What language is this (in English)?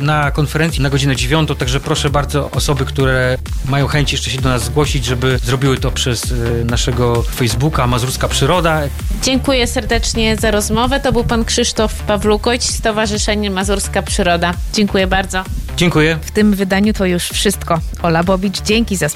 Polish